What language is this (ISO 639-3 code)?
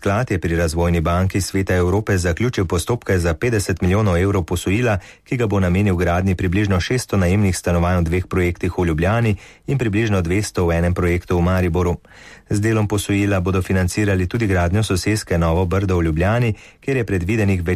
slv